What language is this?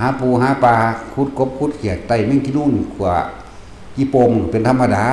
Northeastern Thai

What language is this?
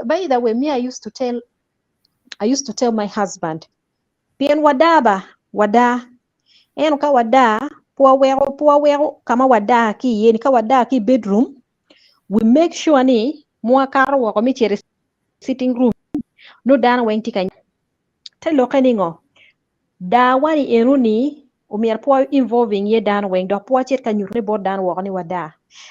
Acoli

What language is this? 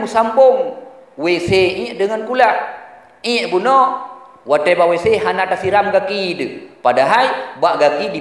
Achinese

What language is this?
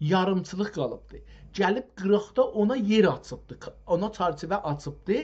South Azerbaijani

